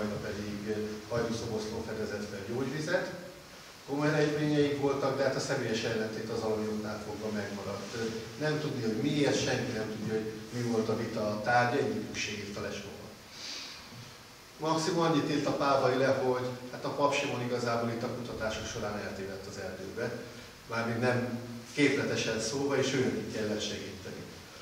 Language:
Hungarian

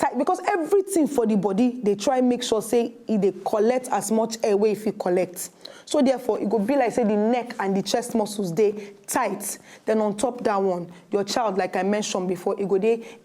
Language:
Nigerian Pidgin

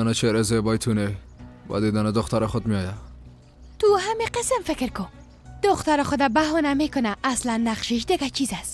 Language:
Persian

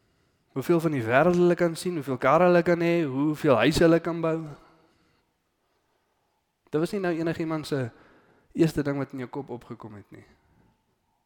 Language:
Afrikaans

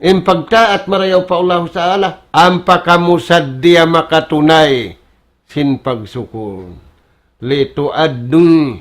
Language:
Tausug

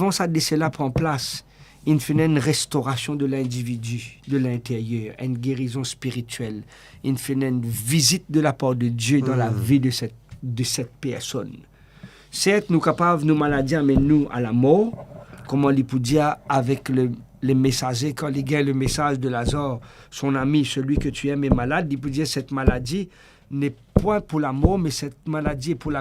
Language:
Morisyen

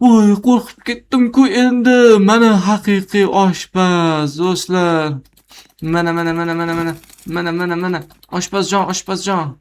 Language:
Uzbek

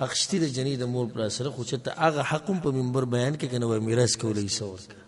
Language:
Pashto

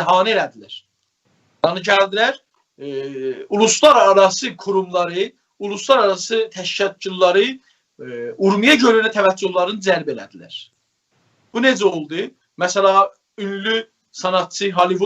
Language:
South Azerbaijani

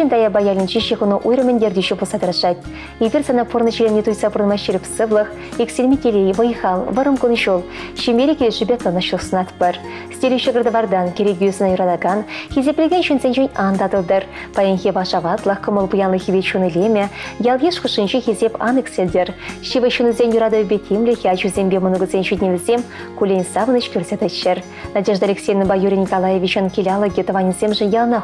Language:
Chuvash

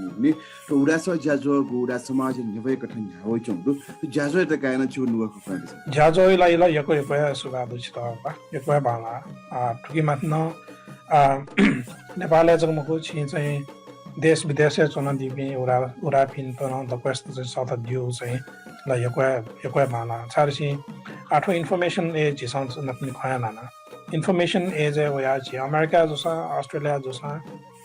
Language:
Newari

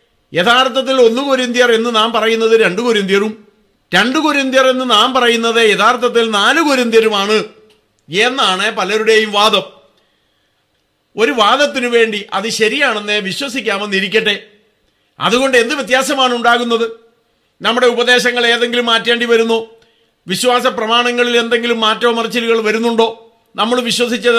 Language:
Malayalam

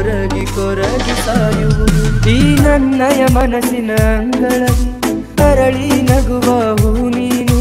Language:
Kannada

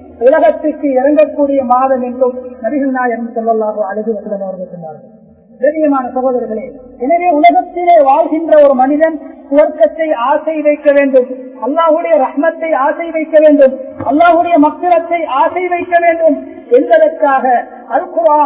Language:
Tamil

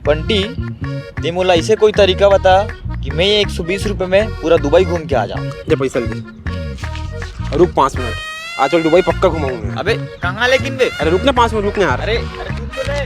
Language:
Chhattisgarhi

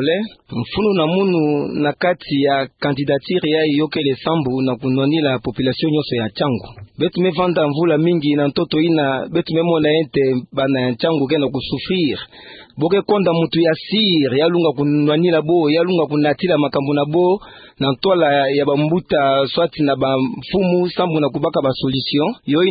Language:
Kituba (Democratic Republic of Congo)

